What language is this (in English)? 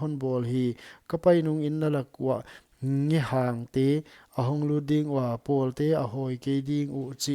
Paite Chin